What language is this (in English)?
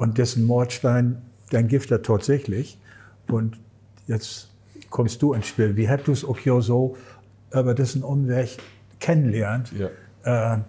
Low German